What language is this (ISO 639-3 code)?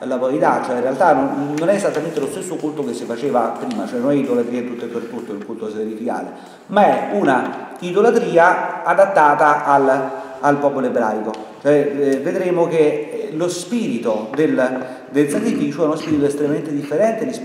ita